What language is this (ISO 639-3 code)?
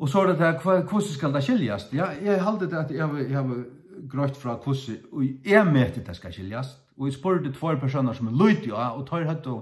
fao